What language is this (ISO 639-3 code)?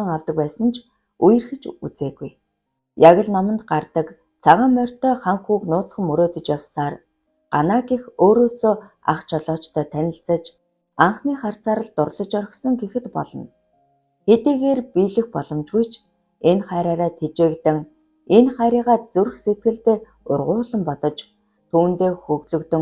mon